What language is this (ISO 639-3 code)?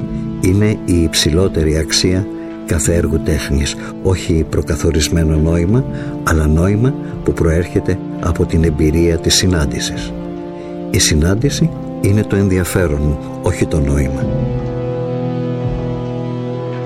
ell